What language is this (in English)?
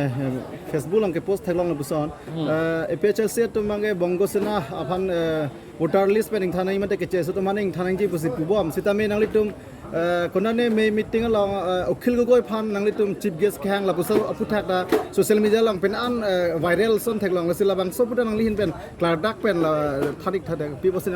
Karbi